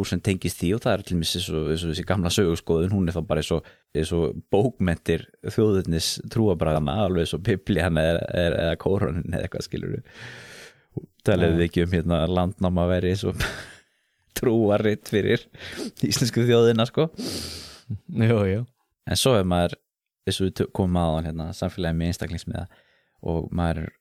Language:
Icelandic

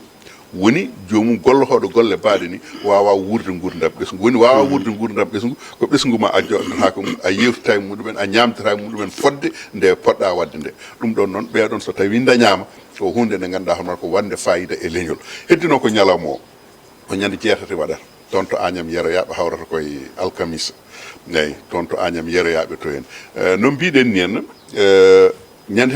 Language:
Fula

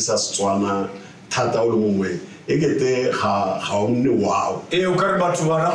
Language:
Tswana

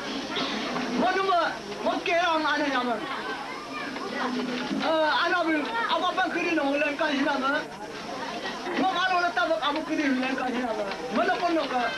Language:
Malay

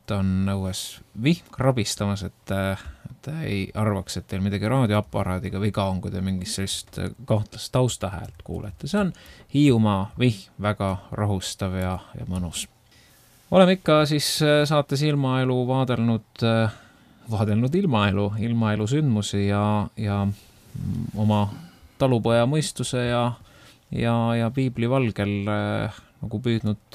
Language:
Estonian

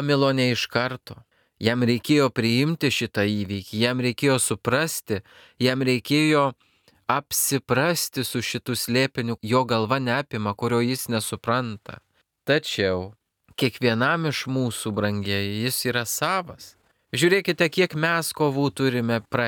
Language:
Lithuanian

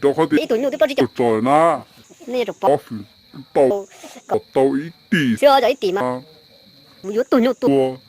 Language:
Hmong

